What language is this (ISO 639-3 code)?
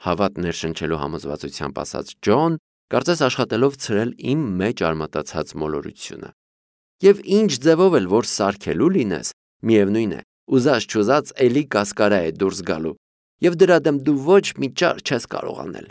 hye